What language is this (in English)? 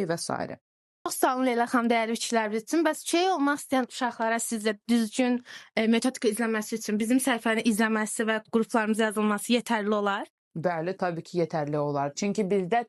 Azerbaijani